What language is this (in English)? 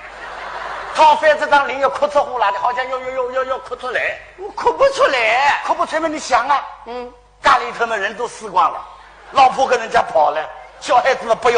Wu Chinese